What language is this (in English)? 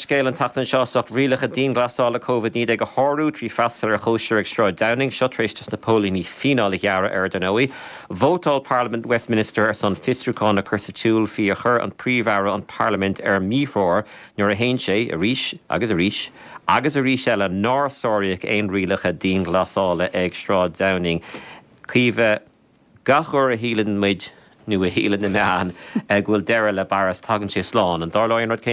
Irish